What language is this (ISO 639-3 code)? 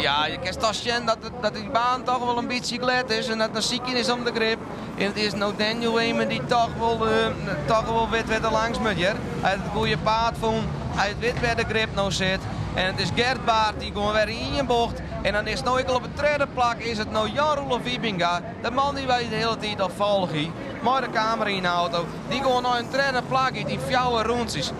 fry